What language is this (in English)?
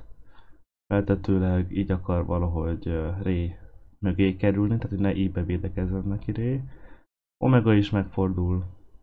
Hungarian